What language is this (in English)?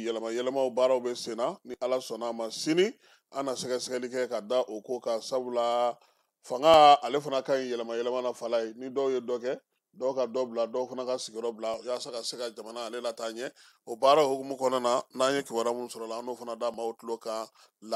Bambara